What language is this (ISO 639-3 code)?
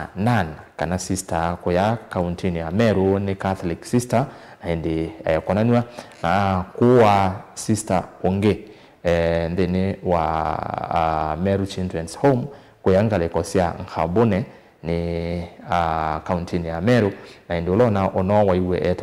kam